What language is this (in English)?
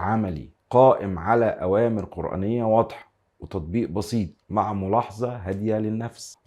Egyptian Arabic